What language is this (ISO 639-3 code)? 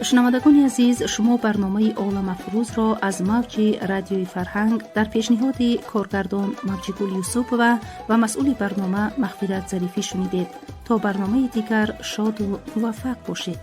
tgk